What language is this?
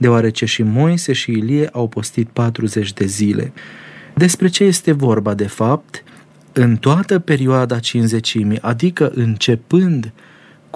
Romanian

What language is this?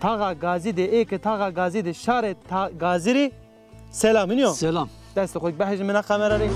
Zaza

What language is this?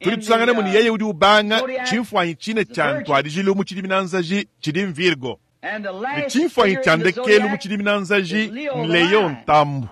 Luba-Lulua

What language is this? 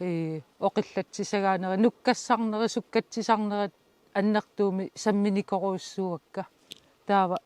Kalaallisut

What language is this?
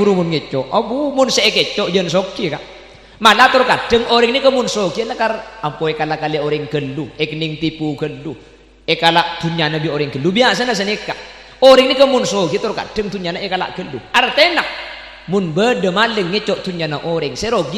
Madurese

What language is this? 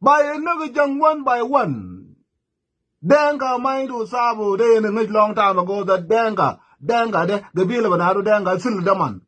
Nuer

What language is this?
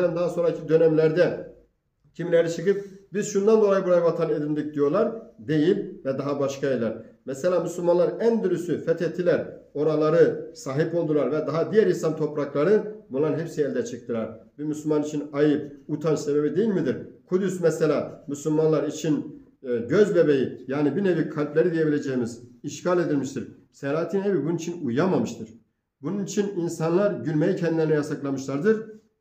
Turkish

